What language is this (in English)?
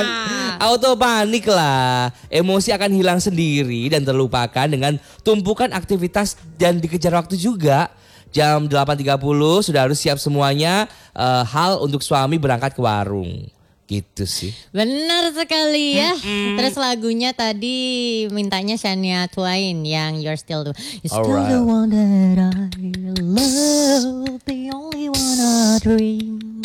Indonesian